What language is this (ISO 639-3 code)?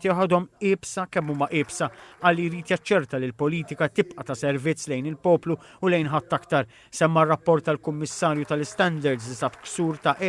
mlt